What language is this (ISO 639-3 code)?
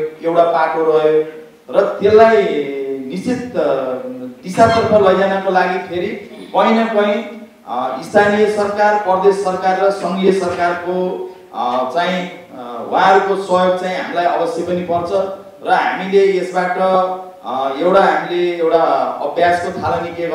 nep